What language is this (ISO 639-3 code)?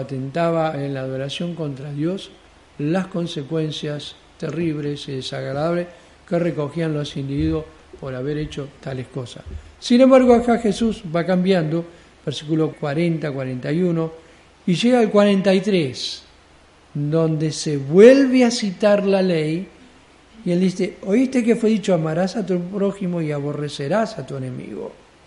spa